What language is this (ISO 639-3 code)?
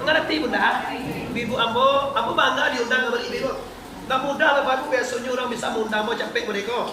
min